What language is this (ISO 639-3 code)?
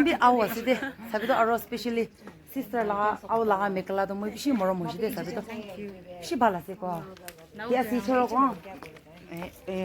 nag